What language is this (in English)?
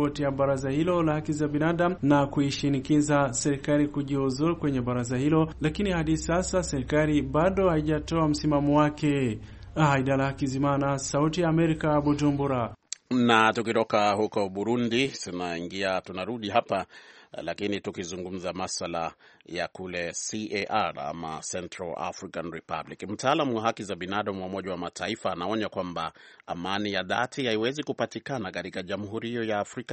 Swahili